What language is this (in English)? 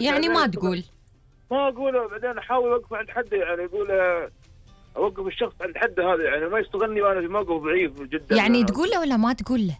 Gulf Arabic